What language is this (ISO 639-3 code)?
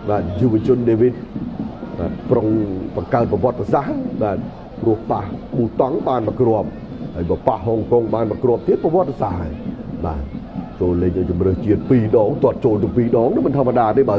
khm